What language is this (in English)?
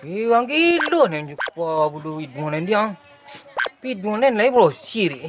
Minangkabau